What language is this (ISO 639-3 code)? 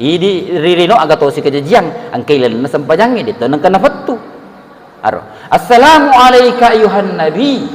bug